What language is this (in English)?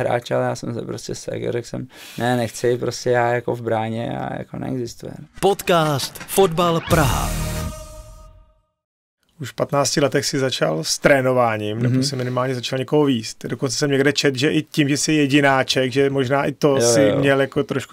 Czech